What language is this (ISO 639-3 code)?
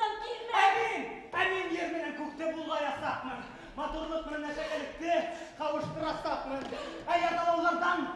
bak